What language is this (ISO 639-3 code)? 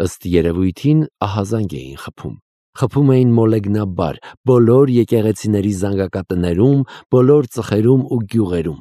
hye